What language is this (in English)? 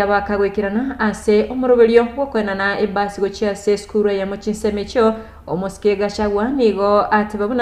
Gusii